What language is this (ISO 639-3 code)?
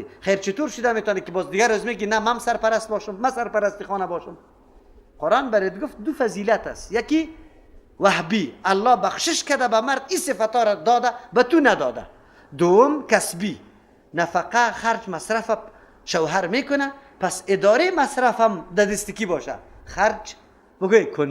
fas